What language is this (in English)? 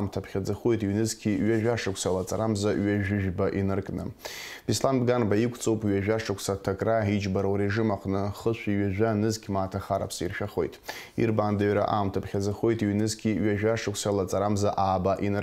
Abkhazian